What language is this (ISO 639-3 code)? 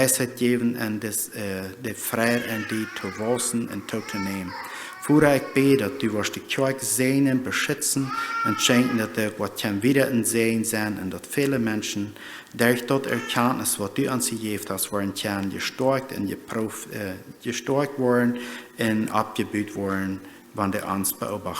pdt